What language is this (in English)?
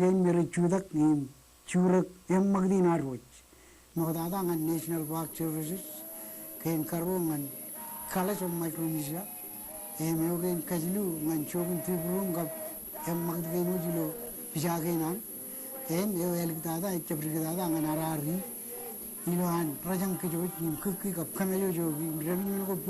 Marshallese